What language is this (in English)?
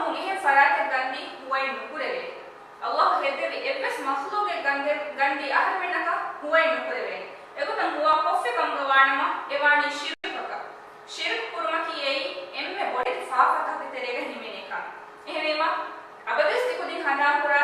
Divehi